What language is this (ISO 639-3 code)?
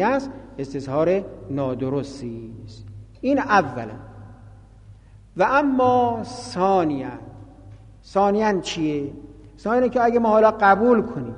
fas